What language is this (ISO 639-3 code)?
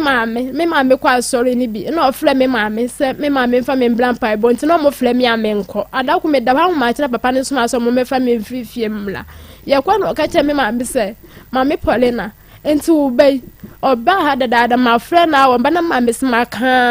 aka